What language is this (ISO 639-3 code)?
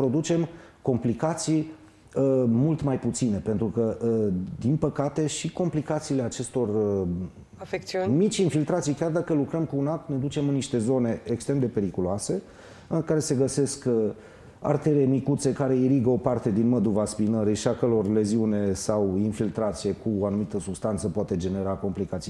ron